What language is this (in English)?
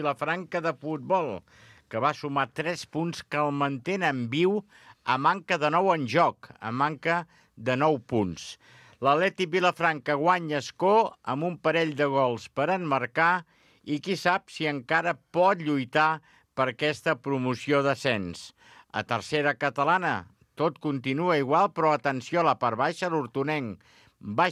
Catalan